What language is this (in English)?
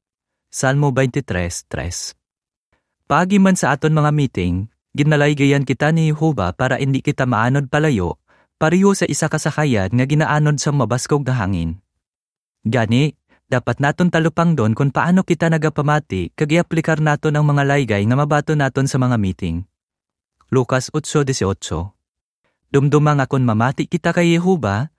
Hiligaynon